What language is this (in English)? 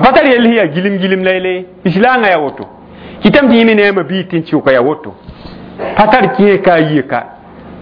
Mossi